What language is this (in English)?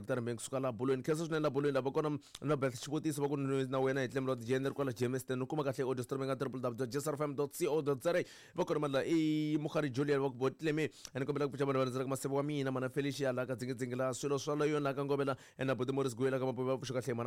Tsonga